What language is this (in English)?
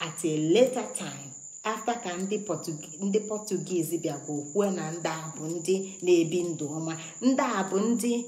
Igbo